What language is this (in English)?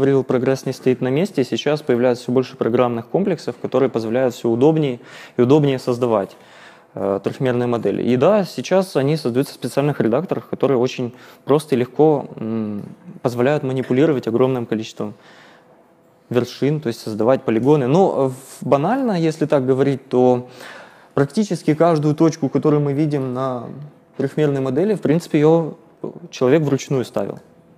Russian